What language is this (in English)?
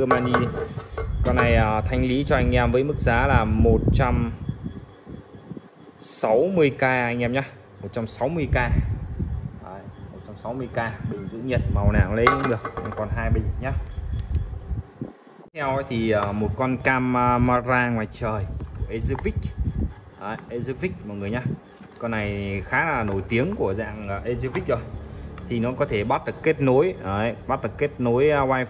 Vietnamese